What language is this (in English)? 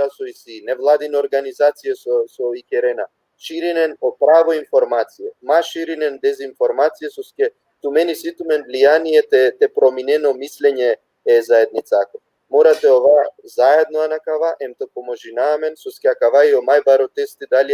Balkan Romani